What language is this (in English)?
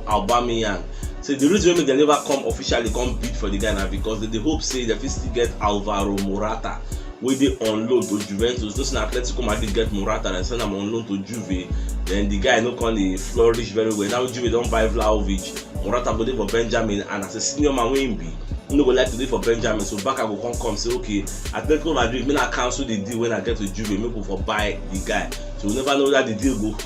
Nigerian Pidgin